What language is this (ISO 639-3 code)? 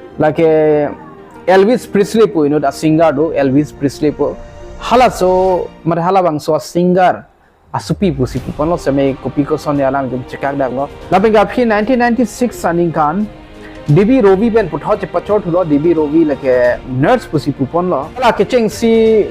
mjw